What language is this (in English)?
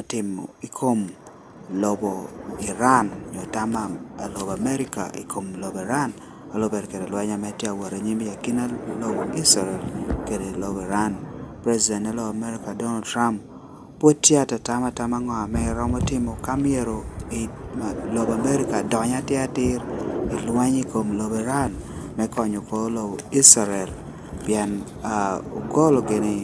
Lango (Uganda)